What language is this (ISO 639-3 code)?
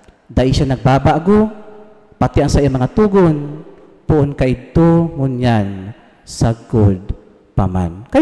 bik